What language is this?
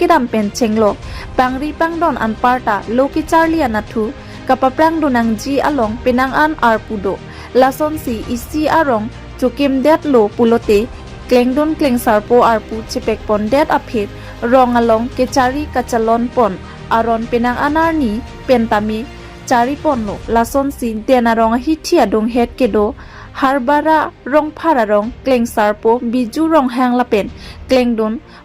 Karbi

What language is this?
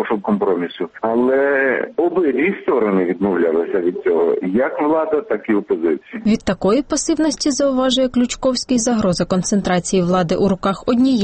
Ukrainian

